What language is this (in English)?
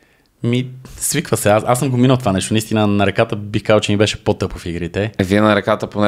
Bulgarian